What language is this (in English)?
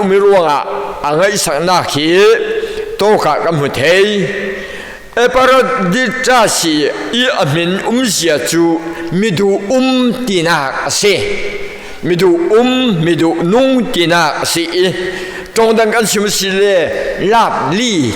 Falam Chin